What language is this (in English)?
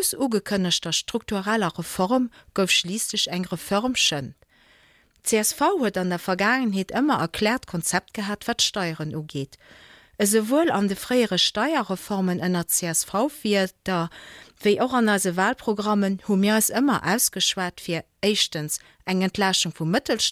Luxembourgish